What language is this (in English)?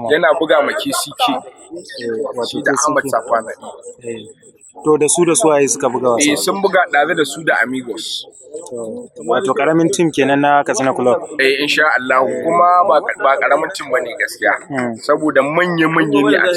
Hausa